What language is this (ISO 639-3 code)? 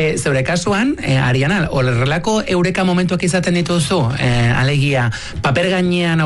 eus